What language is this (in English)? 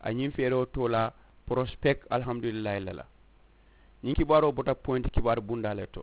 Mandingo